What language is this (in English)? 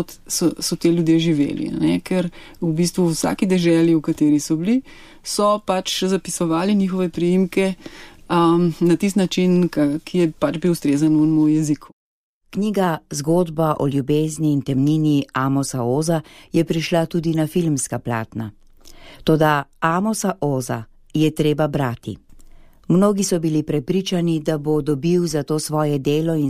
Slovenian